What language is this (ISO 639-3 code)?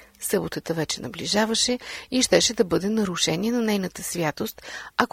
bul